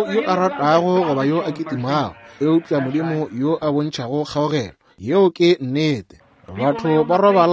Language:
Northern Sotho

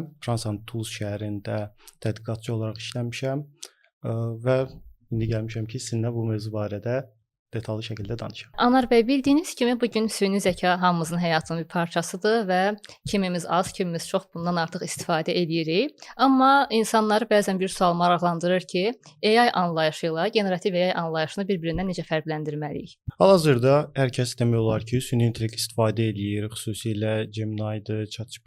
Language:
Azerbaijani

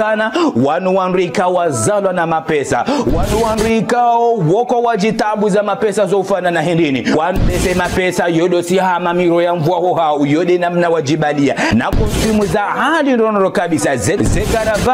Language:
Ngazidja Comorian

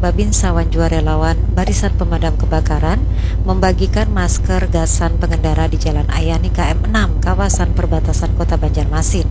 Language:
Banjar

